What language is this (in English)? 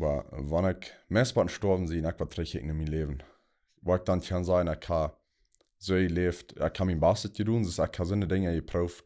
Plautdietsch